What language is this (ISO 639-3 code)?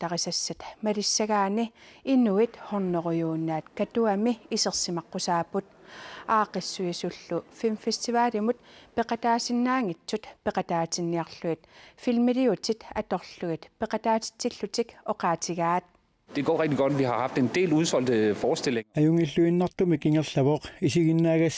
kal